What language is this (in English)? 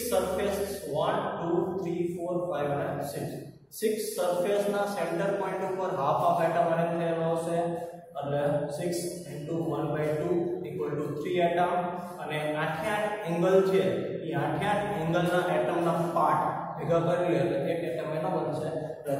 Gujarati